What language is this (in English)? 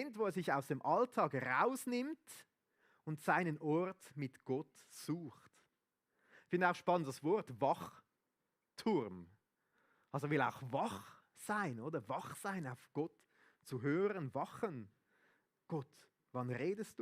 Swiss German